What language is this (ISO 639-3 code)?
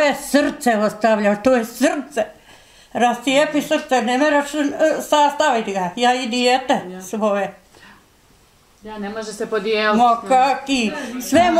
bos